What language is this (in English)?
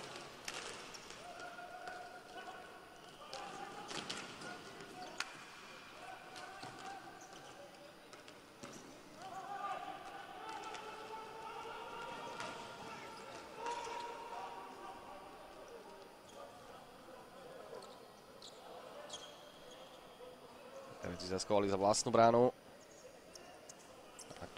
Slovak